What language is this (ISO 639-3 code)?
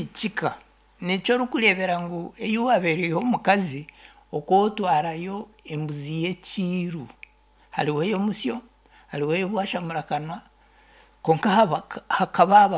nyn